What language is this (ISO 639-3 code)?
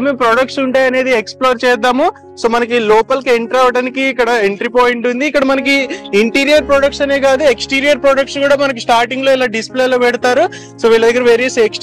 tel